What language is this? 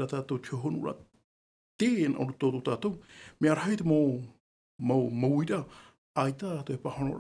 Tahitian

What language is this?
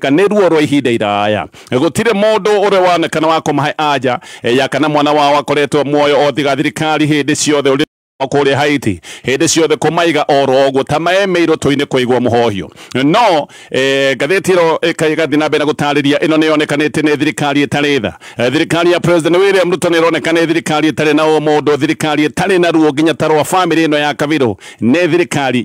Kikuyu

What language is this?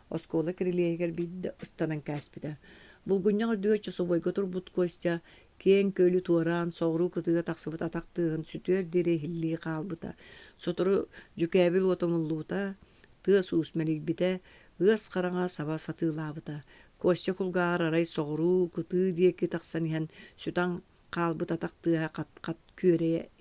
Yakut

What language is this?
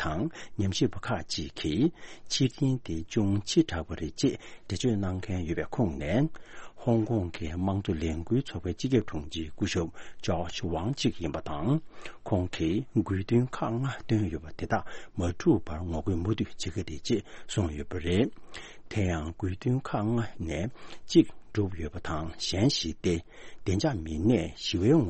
Tibetan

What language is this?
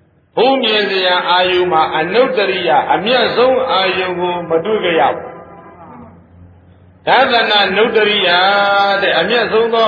Burmese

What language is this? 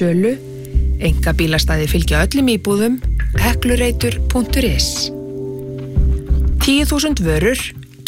Icelandic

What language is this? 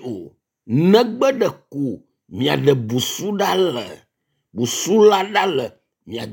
Ewe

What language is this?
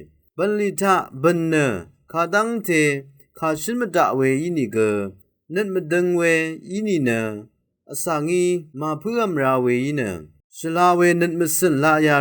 Rawang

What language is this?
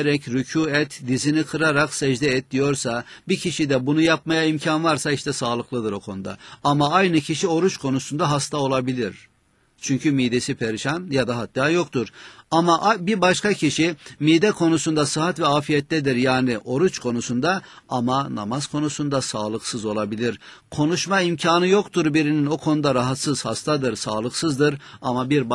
Turkish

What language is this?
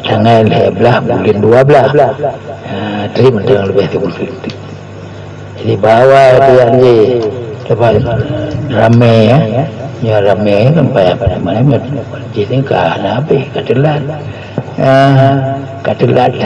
Achinese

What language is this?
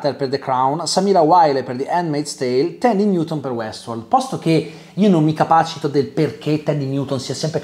Italian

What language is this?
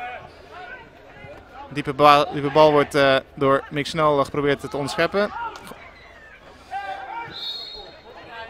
Dutch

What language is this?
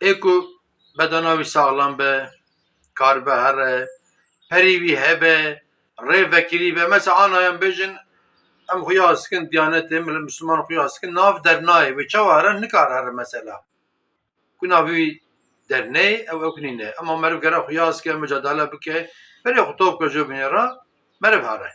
Kurdish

